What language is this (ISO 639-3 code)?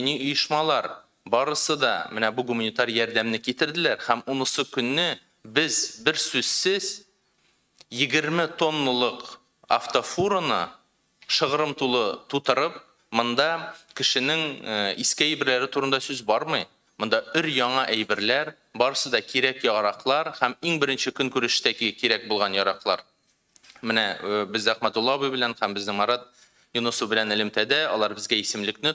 tat